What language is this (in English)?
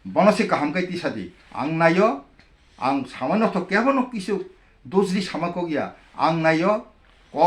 Kok Borok